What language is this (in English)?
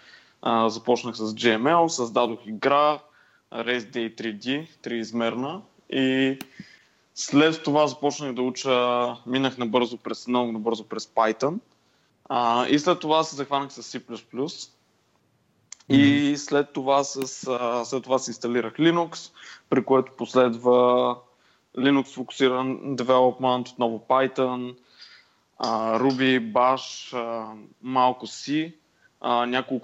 Bulgarian